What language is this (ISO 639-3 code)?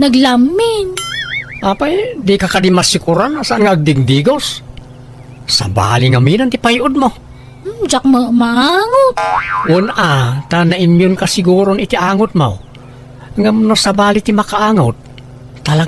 ilo